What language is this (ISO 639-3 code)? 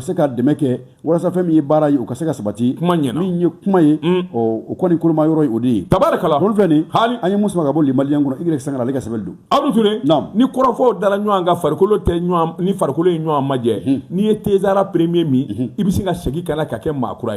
bam